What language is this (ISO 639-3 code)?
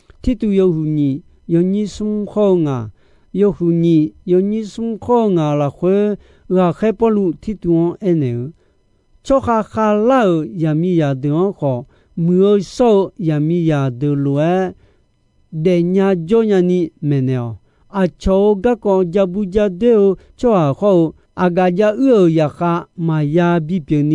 ahk